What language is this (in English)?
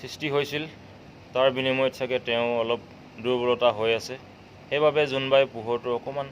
Assamese